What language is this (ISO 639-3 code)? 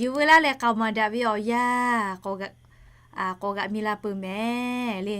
lhu